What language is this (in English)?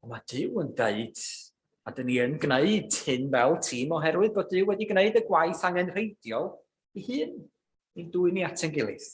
Welsh